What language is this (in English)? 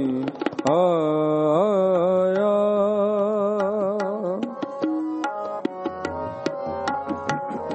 Punjabi